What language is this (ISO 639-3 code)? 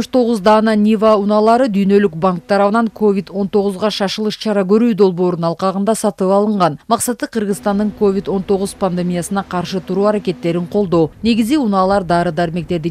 kir